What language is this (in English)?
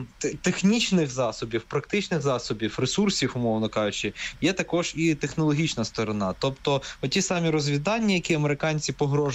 Ukrainian